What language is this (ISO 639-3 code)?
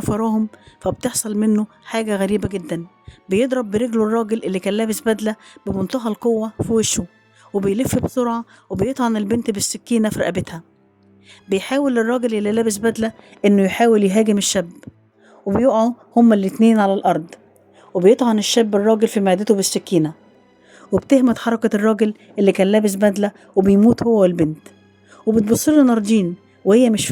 arz